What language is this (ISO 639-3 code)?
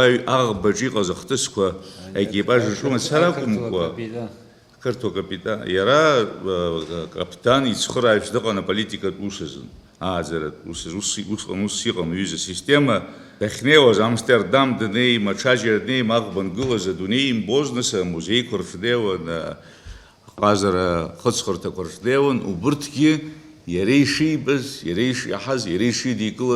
abk